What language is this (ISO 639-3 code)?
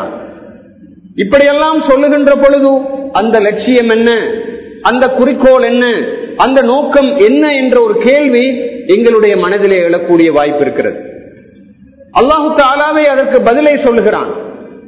tam